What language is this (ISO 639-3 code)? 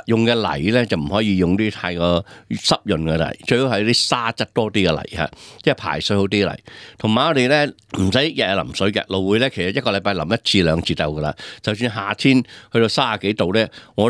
yue